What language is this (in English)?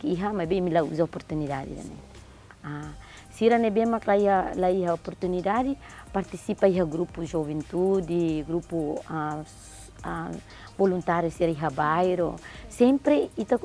Tetum